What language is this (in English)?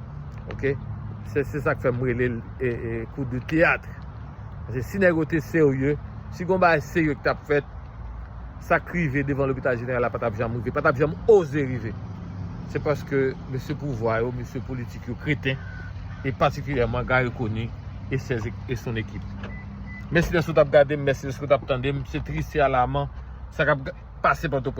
Haitian Creole